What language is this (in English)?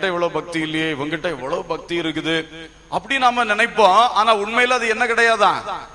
Tamil